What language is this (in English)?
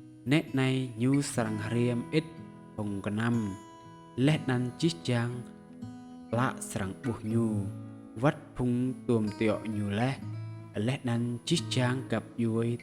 Rade